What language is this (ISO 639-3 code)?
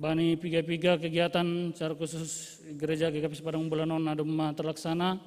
bts